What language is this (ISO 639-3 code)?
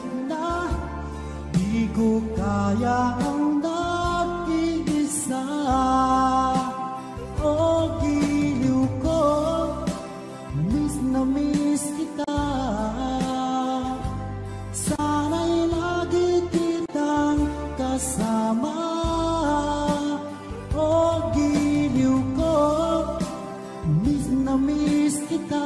fil